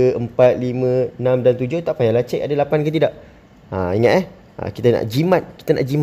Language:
Malay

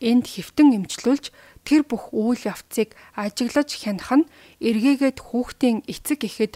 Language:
Mongolian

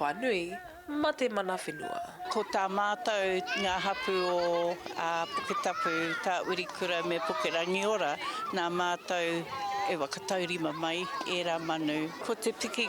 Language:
Māori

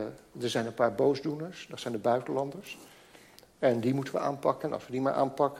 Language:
Dutch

